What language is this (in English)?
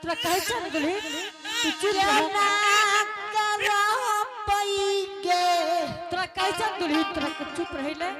Angika